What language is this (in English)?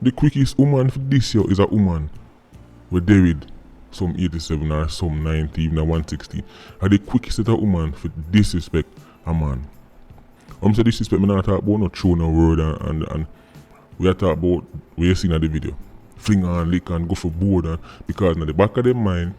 Jamaican Creole English